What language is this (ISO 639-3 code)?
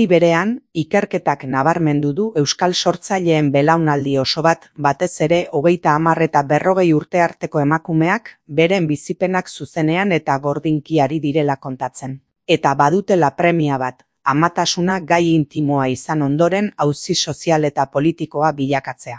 eus